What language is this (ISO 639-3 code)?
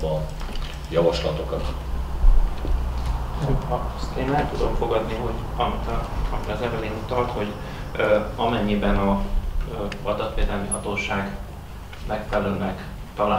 hun